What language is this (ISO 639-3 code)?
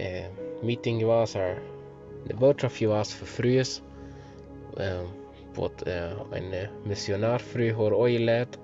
pdt